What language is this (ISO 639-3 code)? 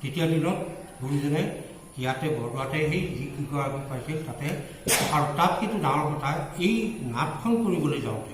asm